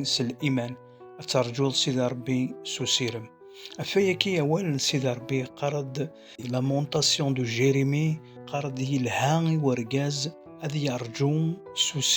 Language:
Kabyle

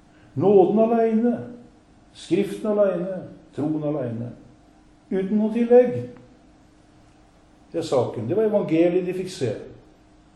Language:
Norwegian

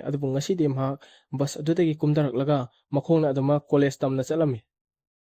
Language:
Manipuri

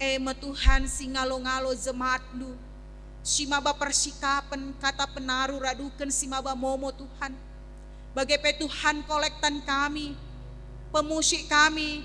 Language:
Batak Karo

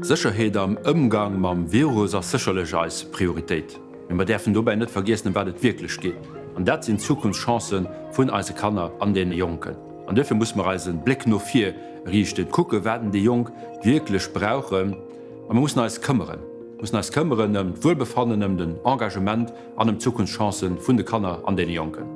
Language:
Luxembourgish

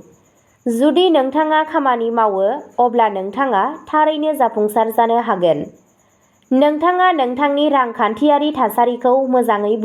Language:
Bodo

